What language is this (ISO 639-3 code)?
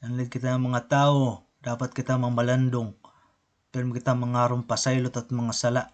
war